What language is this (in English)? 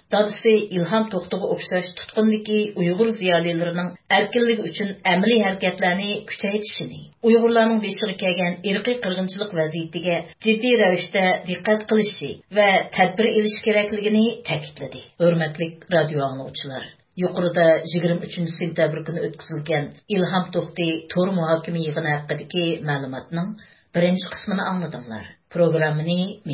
Uyghur